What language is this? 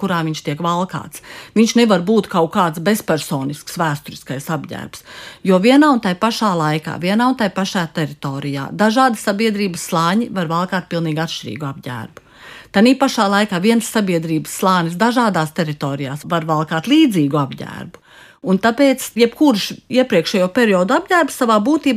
Latvian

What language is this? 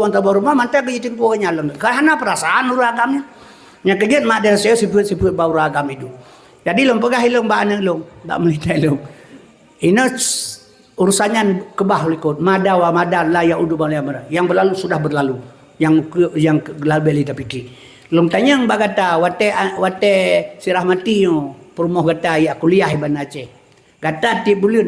Achinese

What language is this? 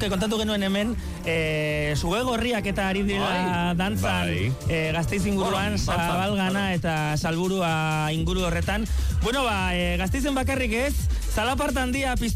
Basque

